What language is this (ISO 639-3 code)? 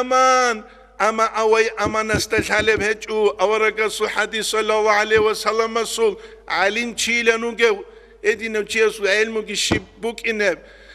ava